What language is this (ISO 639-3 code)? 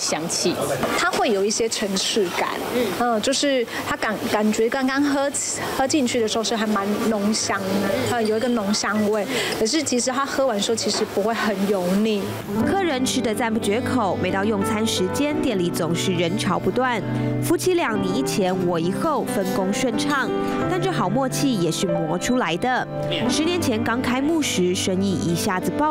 zho